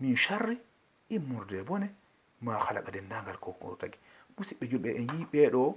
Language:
Fula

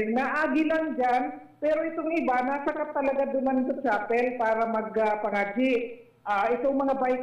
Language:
Bikol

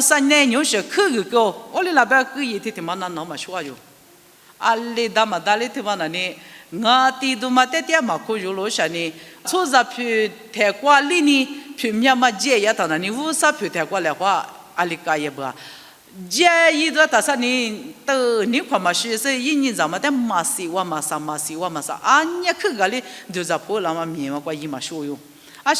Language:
Lisu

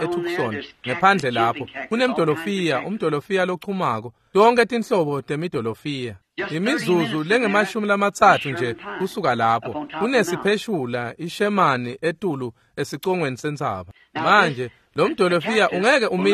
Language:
Swati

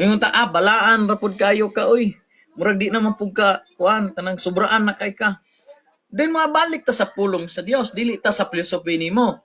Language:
Cebuano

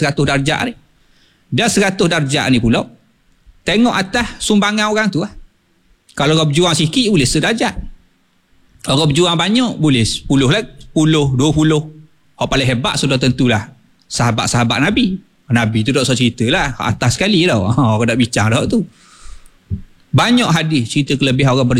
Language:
Malay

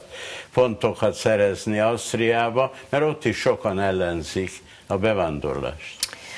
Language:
Hungarian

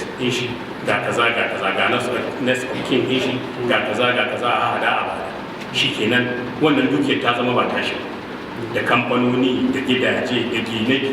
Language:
Hausa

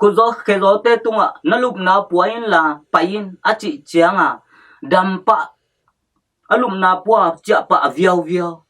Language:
Tedim Chin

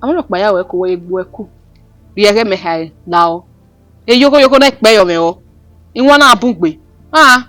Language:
Bini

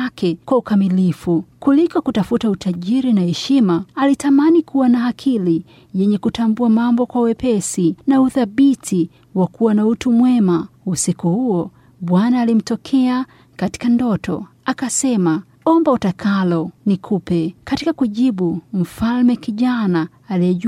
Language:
Swahili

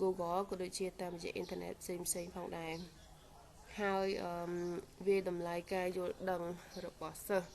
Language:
Khmer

